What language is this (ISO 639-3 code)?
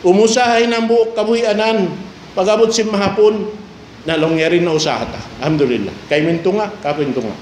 tsg